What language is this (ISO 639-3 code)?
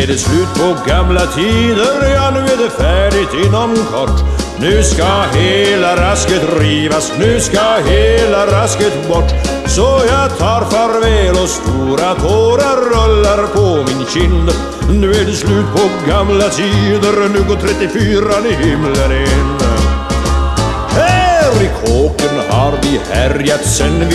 swe